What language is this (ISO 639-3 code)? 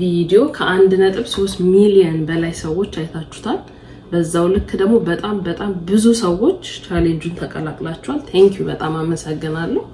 amh